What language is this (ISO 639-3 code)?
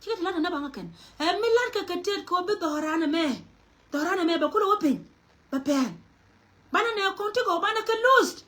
nus